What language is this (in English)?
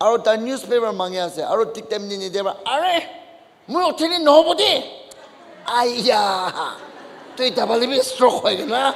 Naga Pidgin